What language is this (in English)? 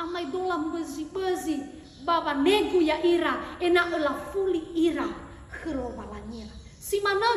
Nias